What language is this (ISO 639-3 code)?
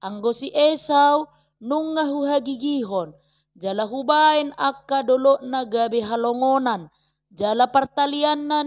bbc